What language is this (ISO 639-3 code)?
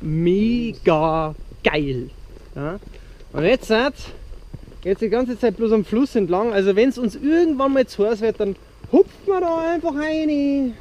bar